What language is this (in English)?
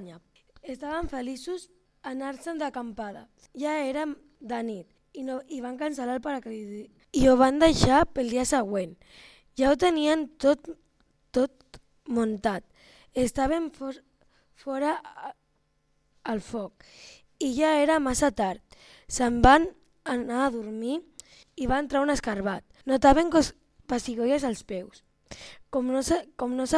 Catalan